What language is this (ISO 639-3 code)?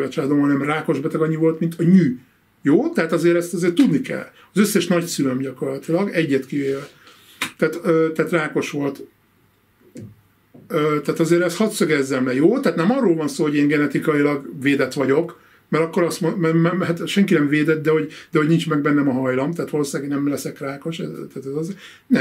hun